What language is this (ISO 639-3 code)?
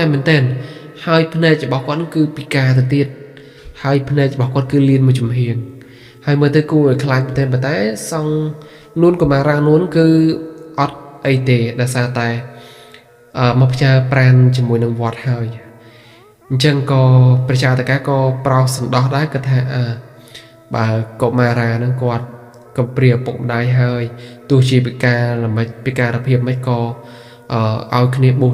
khm